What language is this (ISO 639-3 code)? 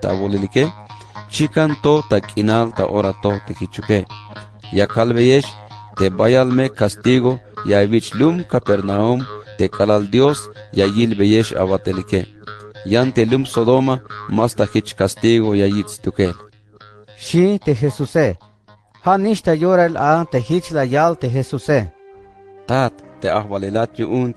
tzh